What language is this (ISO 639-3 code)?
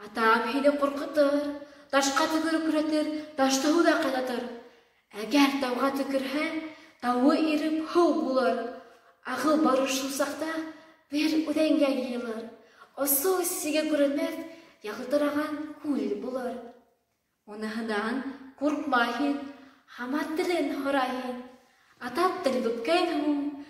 bak